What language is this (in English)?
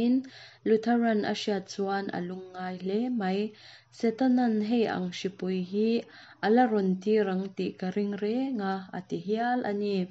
Mizo